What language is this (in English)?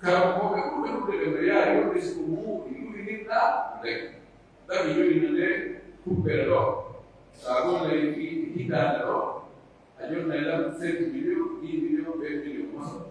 Pular